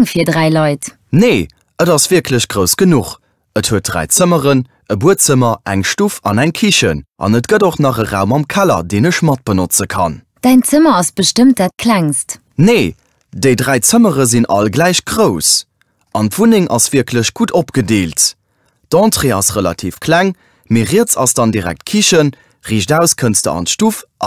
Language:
Luxembourgish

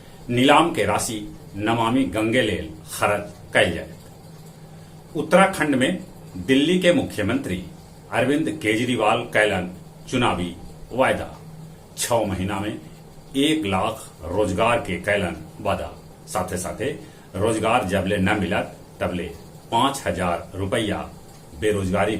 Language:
Magahi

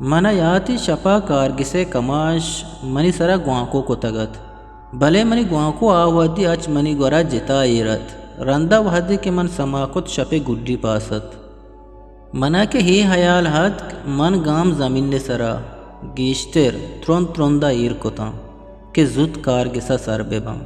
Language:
Eastern Balochi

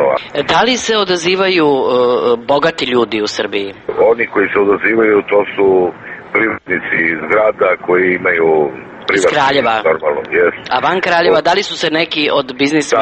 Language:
Serbian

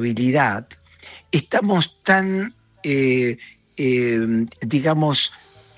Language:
Spanish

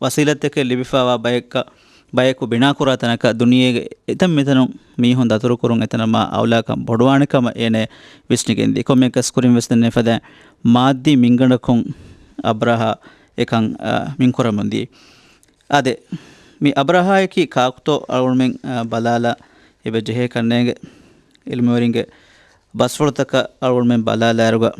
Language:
Divehi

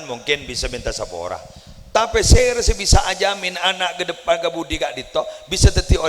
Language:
Madurese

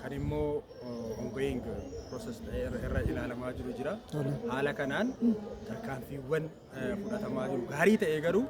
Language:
Oromo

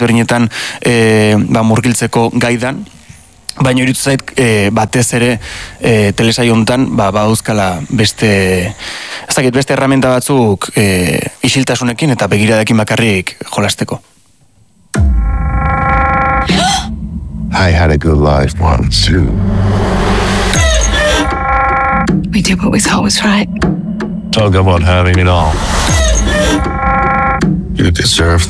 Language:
Basque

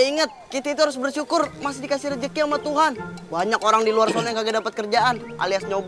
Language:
Betawi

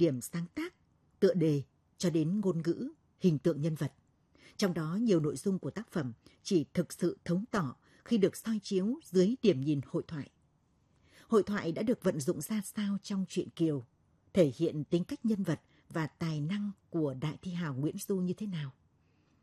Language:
Vietnamese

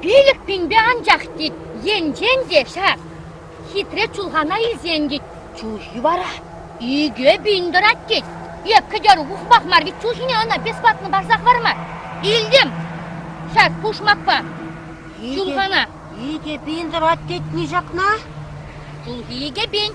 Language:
Chuvash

